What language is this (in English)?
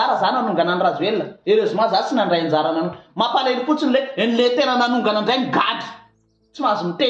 Malagasy